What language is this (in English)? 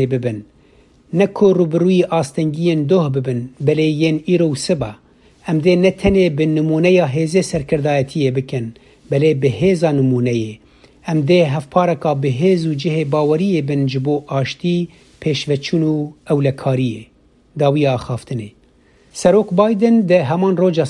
Kurdish